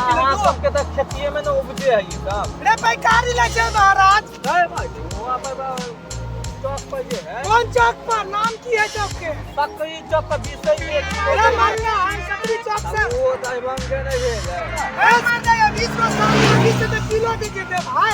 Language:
Maithili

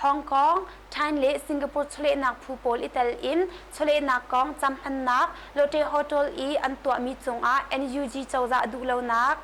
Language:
Hakha Chin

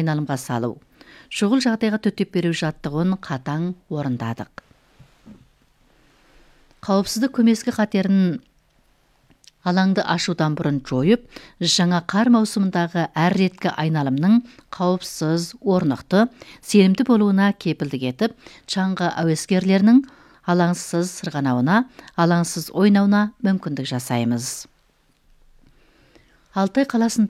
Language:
Kazakh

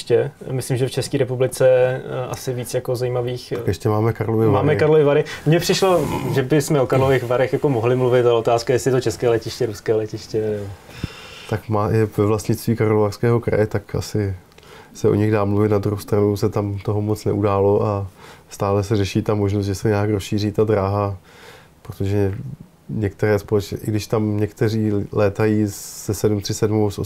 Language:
Czech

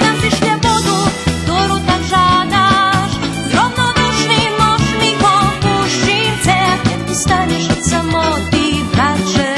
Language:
Rusyn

